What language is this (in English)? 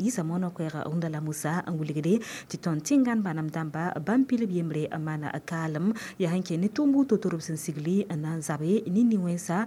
Mossi